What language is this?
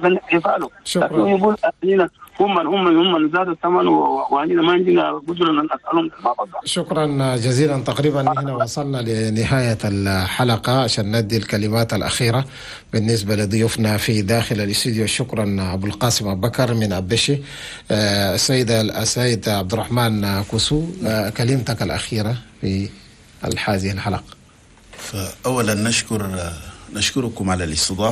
Chadian Arabic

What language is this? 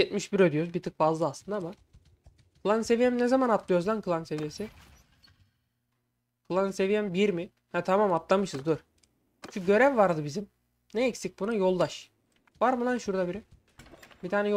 Turkish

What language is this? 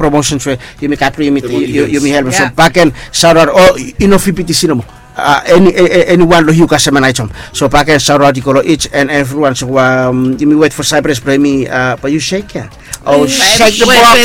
Bislama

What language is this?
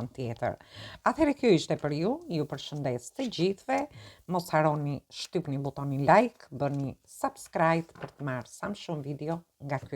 Albanian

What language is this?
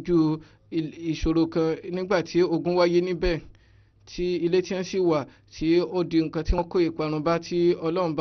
Yoruba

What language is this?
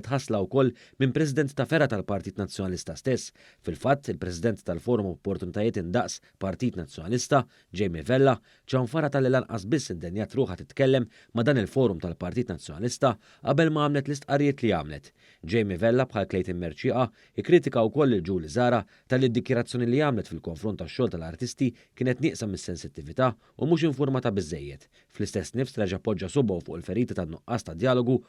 Maltese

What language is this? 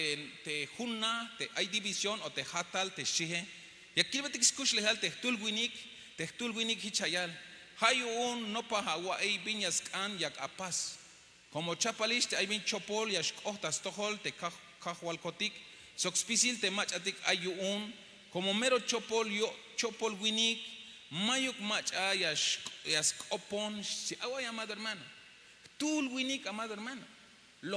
Tzeltal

